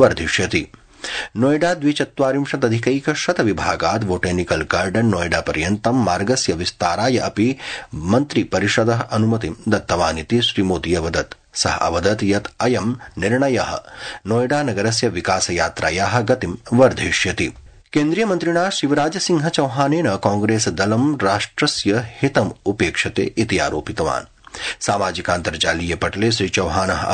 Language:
Sanskrit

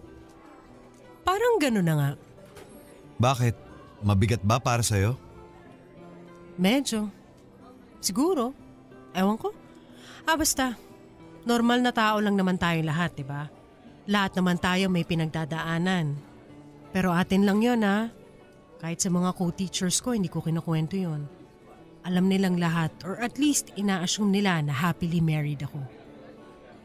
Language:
Filipino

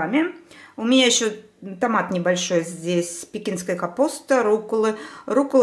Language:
Russian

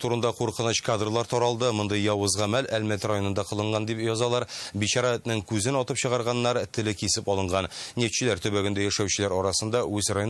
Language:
Tatar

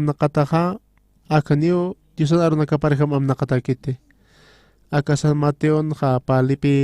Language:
Aymara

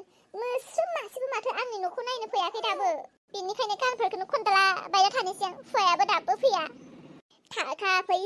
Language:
Bodo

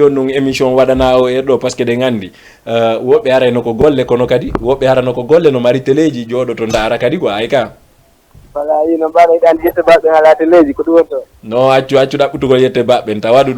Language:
Fula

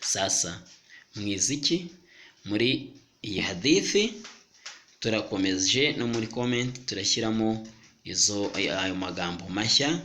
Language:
Kinyarwanda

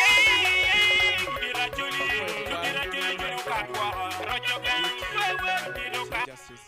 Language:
Acoli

